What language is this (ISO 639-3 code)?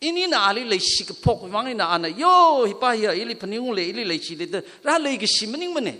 nmf